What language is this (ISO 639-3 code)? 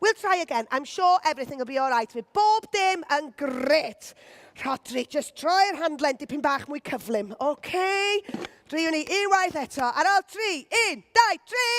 cym